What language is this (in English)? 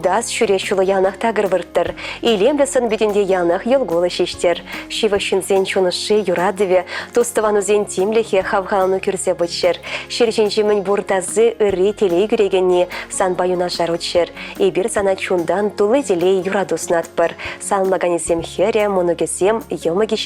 Chuvash